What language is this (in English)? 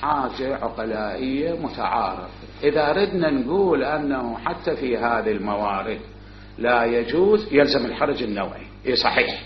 Mesopotamian Arabic